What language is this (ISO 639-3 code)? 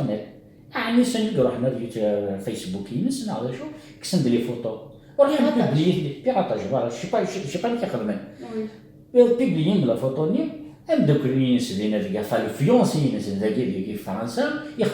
kab